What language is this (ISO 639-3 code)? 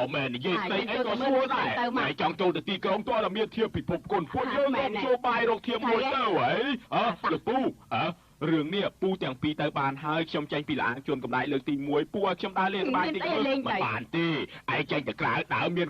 khm